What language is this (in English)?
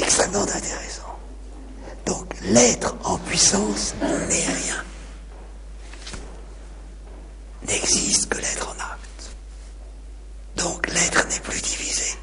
French